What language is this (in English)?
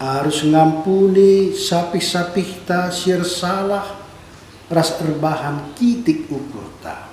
Batak Karo